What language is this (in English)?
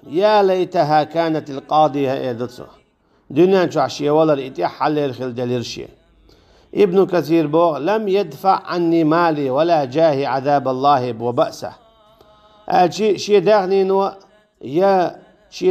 Chechen